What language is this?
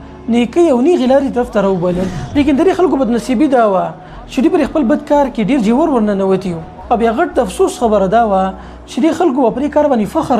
Pashto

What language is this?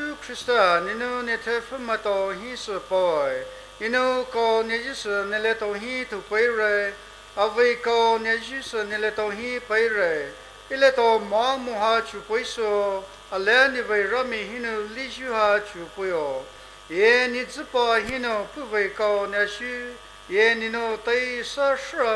Poumei Naga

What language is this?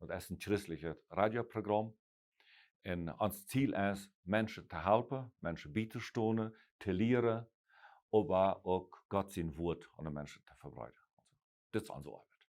Plautdietsch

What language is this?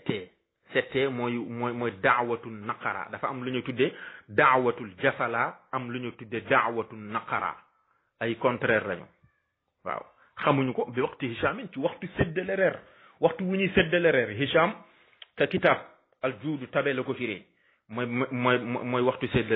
Wolof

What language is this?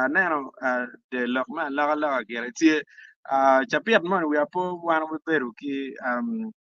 Acoli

